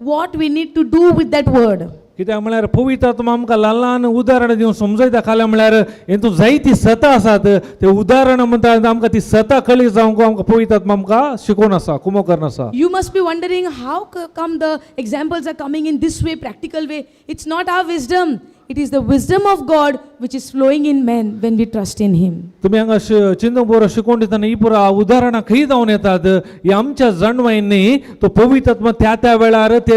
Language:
Konkani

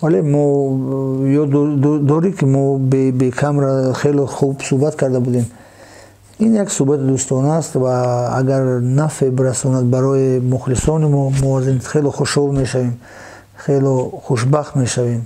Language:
Tajik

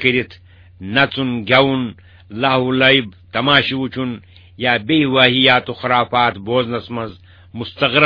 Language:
Kashmiri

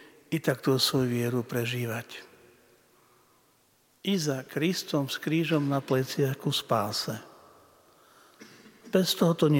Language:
Slovak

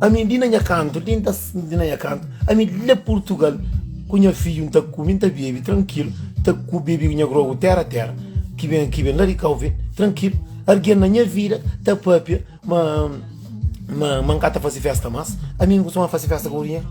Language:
Kabuverdianu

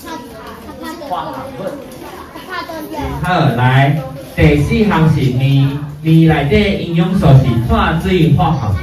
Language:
Min Nan Chinese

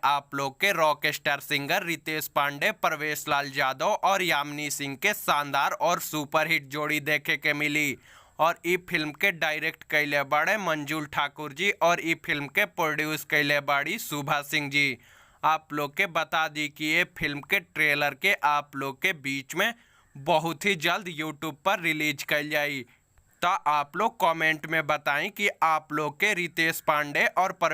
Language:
Bhojpuri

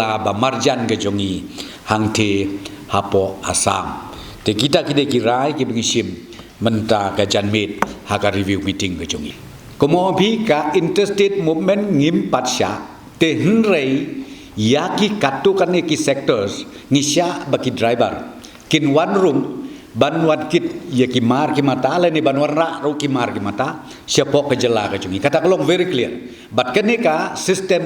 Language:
Khasi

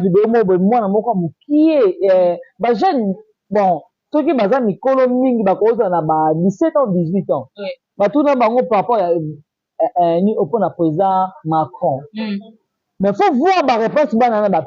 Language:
Lingala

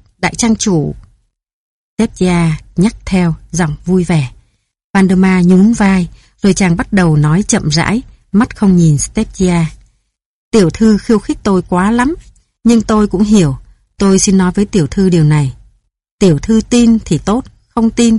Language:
Vietnamese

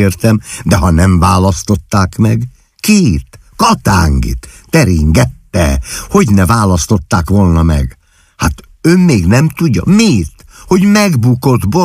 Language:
Hungarian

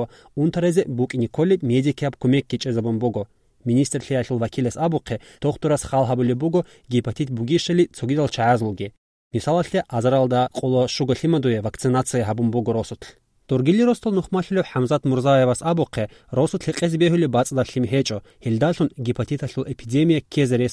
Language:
Avaric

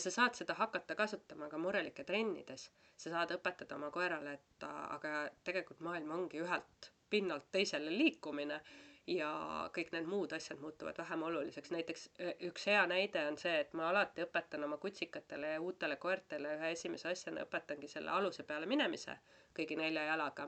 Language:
Estonian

